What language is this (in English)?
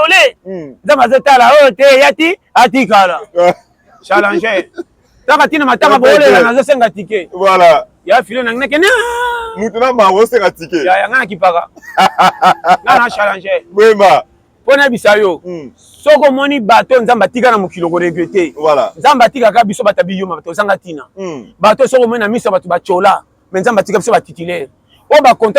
Lingala